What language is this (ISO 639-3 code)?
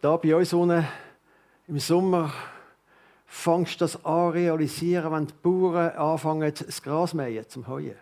gsw